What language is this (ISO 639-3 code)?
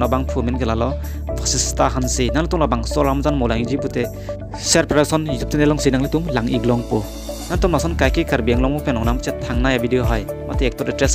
mjw